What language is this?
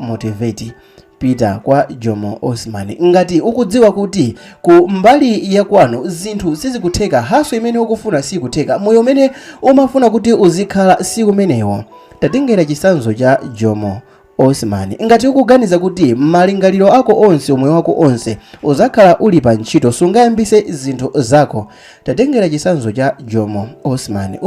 Nyanja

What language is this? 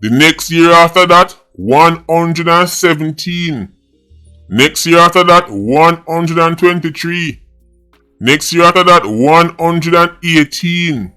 Jamaican Creole English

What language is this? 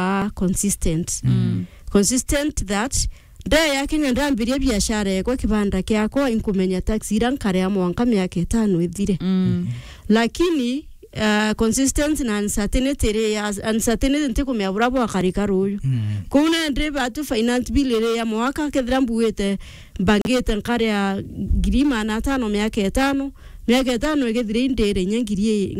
Meru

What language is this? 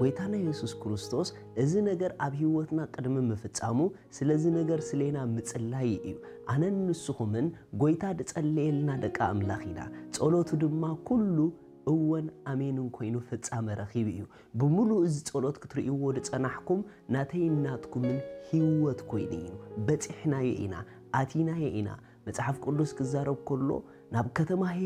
Tigrinya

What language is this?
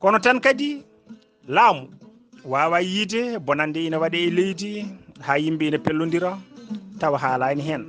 Fula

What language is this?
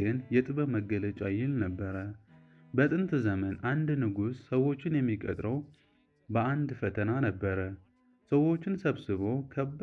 Amharic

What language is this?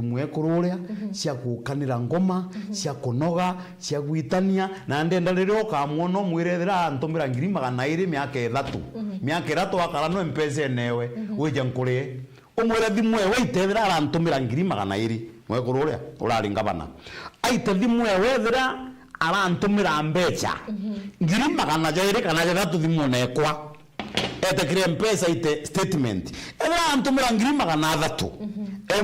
Meru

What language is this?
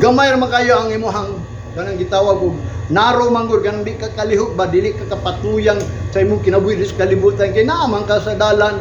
Cebuano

